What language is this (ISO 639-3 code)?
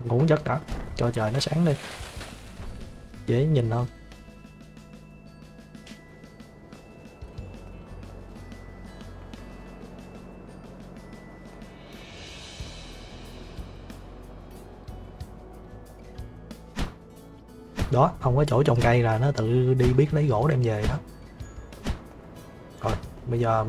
vie